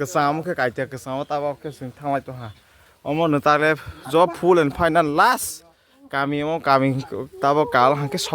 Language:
Kok Borok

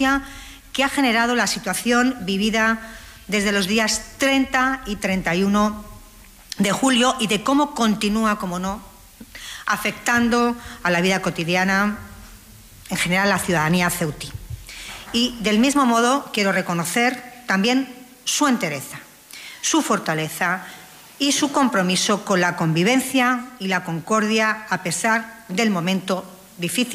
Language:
Spanish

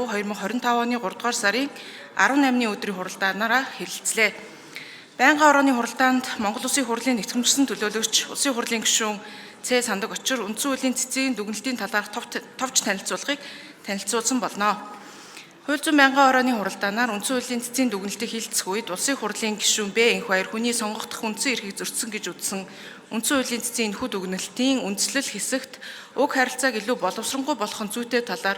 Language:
Mongolian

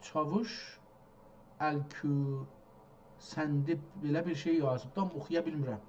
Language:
South Azerbaijani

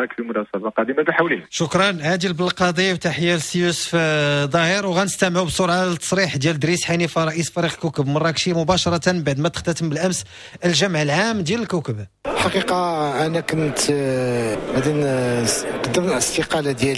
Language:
Moroccan Arabic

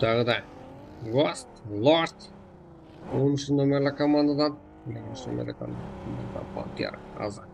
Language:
Kara-Kalpak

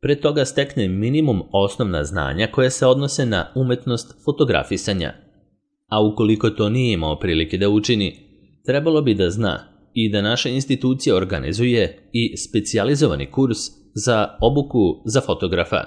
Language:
Serbian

